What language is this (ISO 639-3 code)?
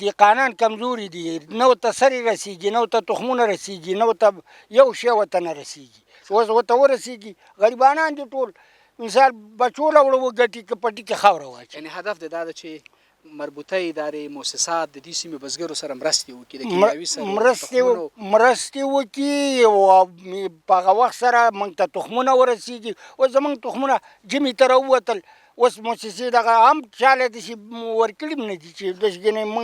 pus